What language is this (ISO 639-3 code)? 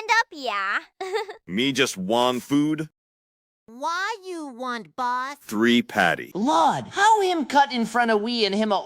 jam